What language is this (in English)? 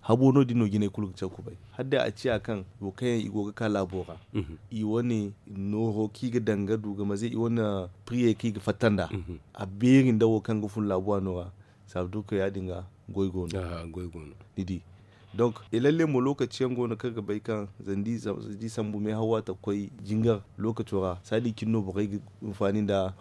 Zarma